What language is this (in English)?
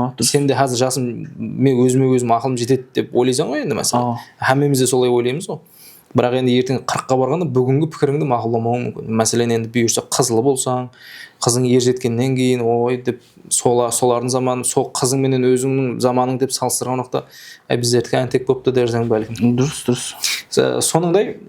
Kara-Kalpak